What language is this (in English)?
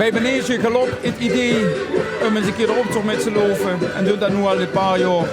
Limburgish